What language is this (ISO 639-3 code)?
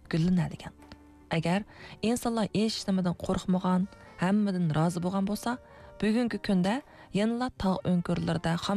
uig